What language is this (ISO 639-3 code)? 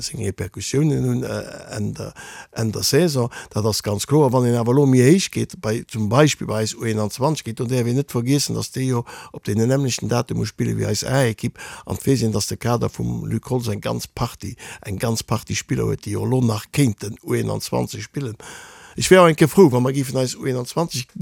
ltz